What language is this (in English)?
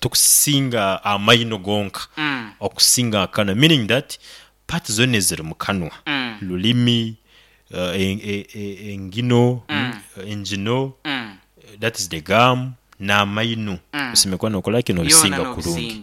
Nyankole